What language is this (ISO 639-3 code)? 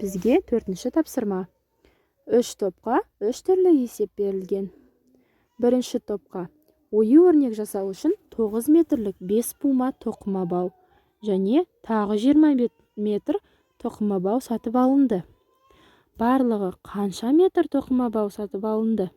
kaz